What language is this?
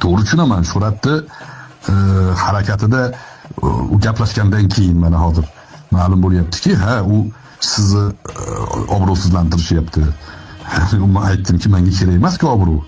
Uzbek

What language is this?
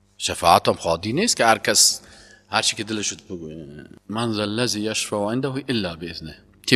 Persian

